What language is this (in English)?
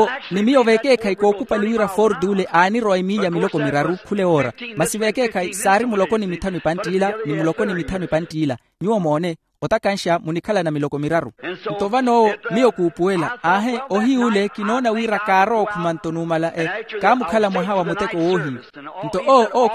Makhuwa